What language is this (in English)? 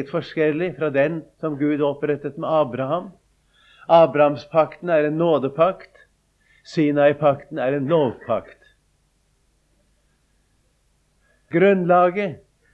Norwegian